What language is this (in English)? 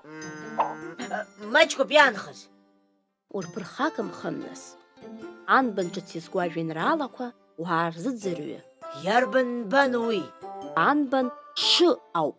Abkhazian